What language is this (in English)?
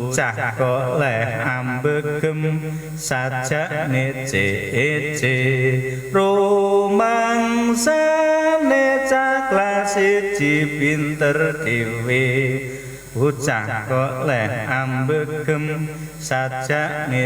Javanese